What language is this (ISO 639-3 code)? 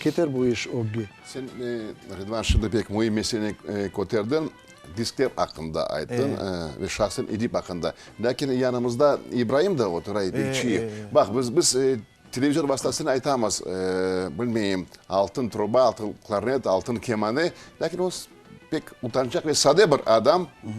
crh